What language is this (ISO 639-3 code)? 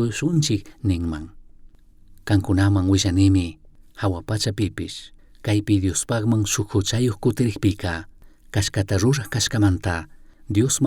qug